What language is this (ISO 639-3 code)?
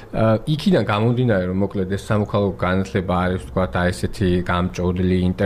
kat